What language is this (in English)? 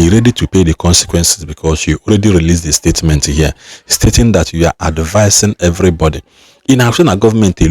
Igbo